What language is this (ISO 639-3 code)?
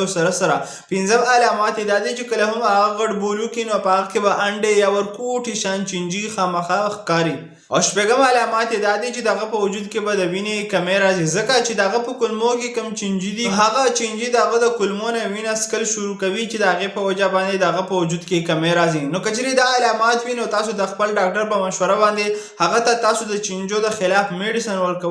pus